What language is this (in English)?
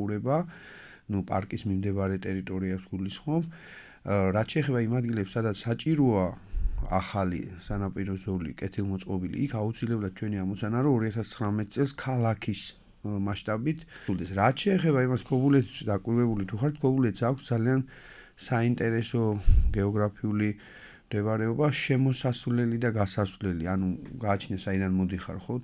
Georgian